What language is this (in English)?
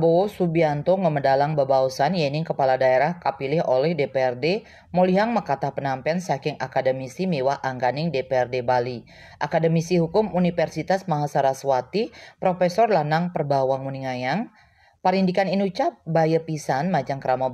Balinese